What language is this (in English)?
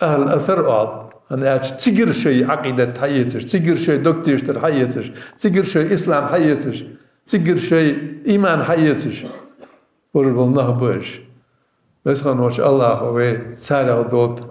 Ingush